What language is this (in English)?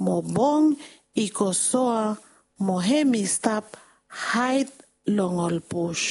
Bislama